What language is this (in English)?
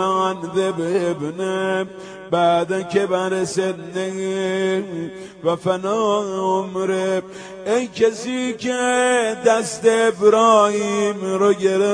Persian